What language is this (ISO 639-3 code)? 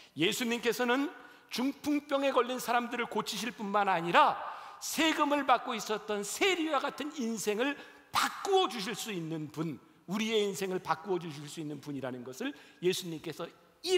kor